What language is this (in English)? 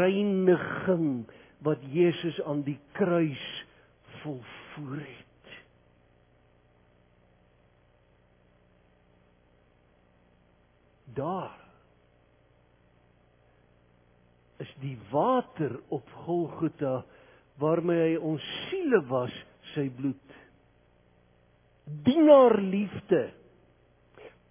Afrikaans